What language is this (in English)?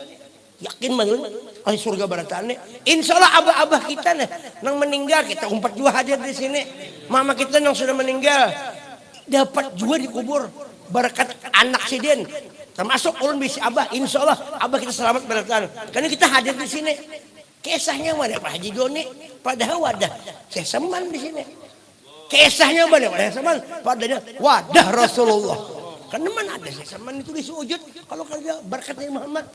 Banjar